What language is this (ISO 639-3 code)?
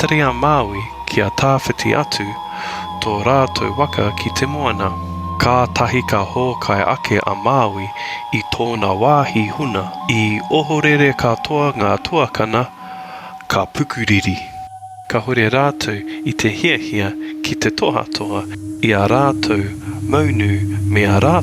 mri